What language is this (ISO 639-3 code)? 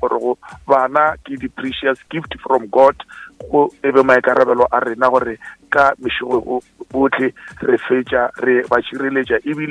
nso